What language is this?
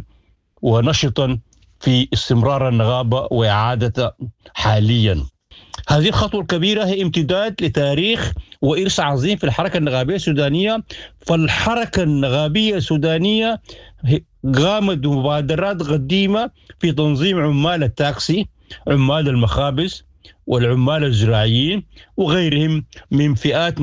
Sudanese Arabic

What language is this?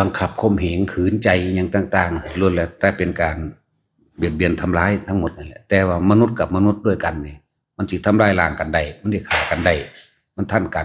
Lao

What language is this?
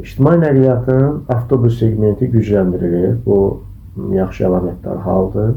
Azerbaijani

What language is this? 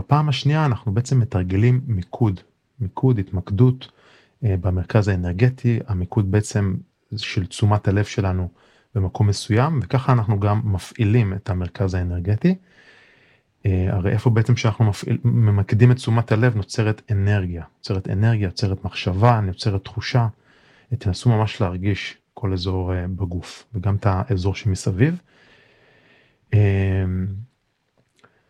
Hebrew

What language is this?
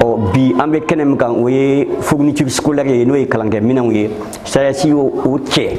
Bambara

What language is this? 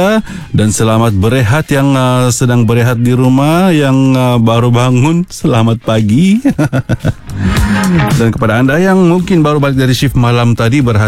Malay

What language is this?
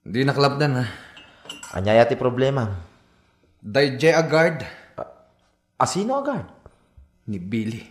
Iloko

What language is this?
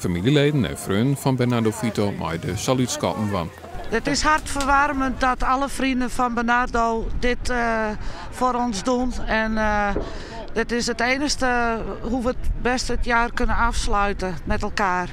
Western Frisian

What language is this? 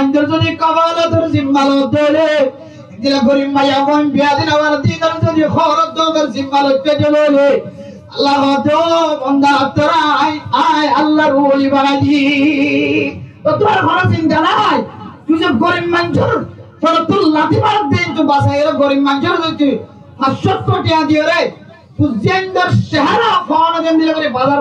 Rohingya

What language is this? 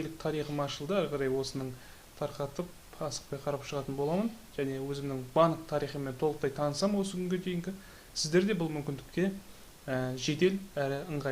Kazakh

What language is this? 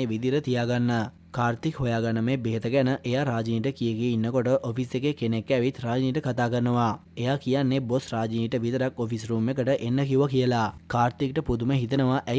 Sinhala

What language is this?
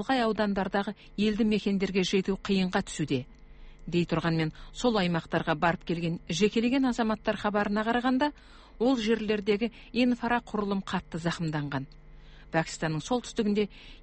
Kazakh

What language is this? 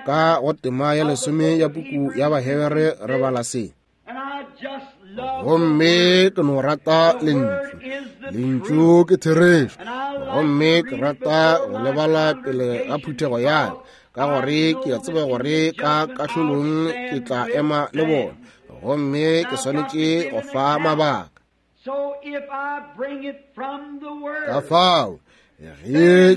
Northern Sotho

